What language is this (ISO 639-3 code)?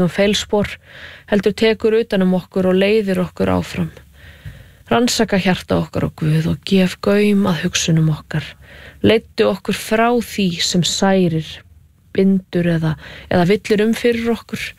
isl